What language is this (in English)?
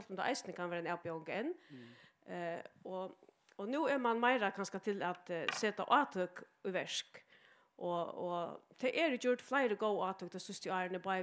Faroese